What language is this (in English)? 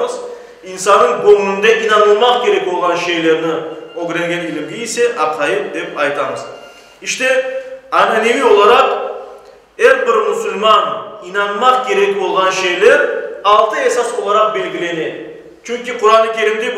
Crimean Tatar